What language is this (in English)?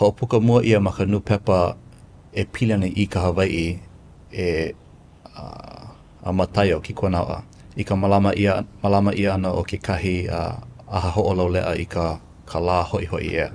Hawaiian